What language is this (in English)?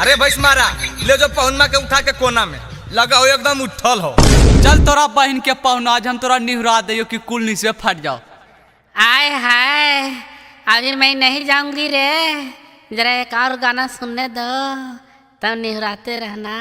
Magahi